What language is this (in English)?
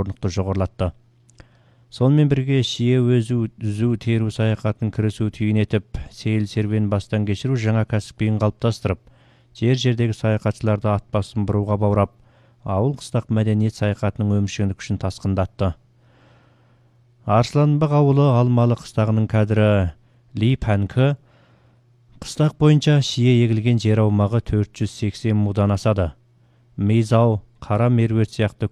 Kazakh